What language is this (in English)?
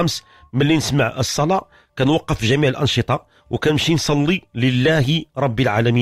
Moroccan Arabic